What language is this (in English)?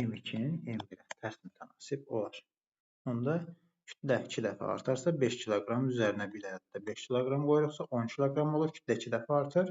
Azerbaijani